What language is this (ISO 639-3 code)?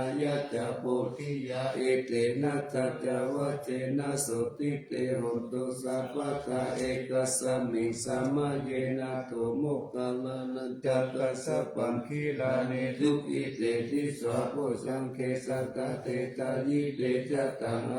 pli